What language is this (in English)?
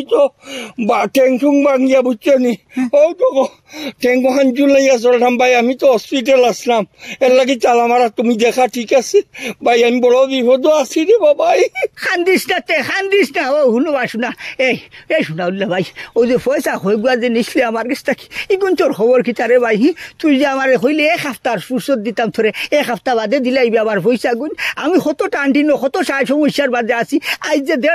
Sylheti